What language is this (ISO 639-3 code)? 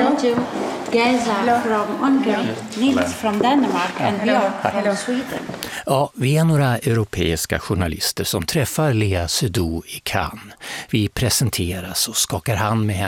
swe